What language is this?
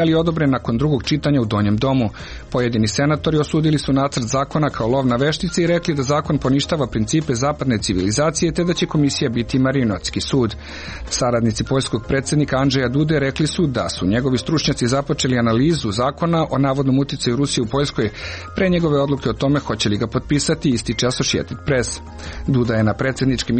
Croatian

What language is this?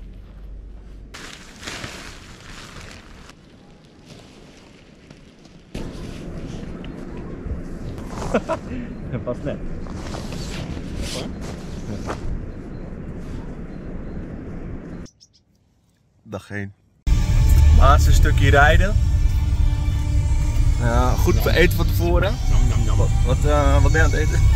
Dutch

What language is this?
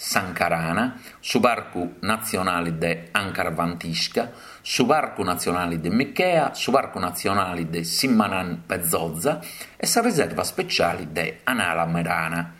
Sardinian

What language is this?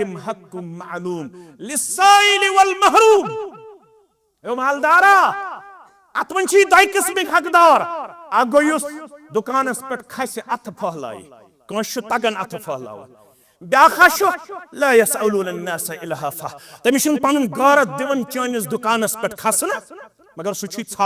Kashmiri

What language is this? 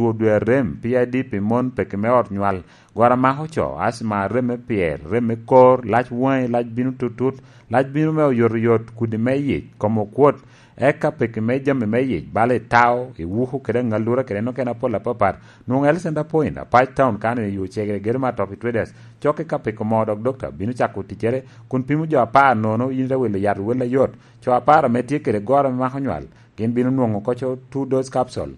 Lango (Uganda)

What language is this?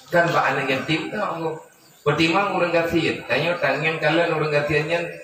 Achinese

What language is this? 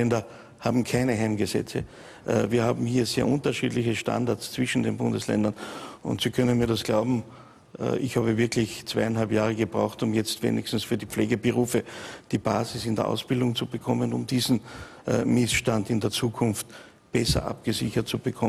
German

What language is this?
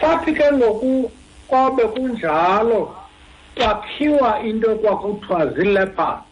Xhosa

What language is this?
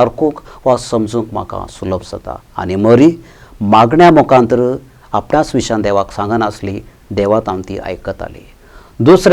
Konkani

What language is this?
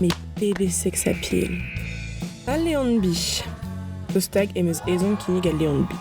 Breton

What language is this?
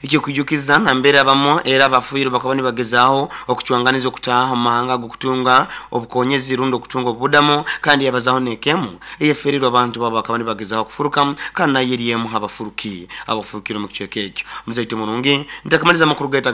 Nyoro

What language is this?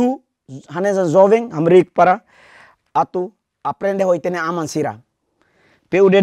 Tetum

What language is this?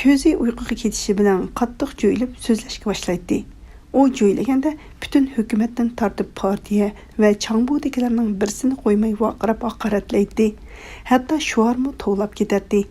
Uyghur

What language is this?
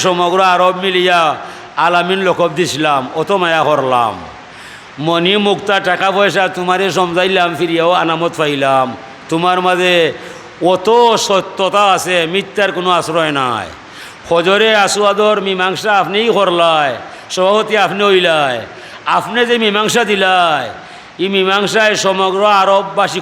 Sylheti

